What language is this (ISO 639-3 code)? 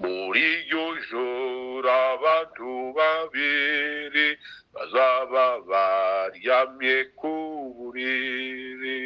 kin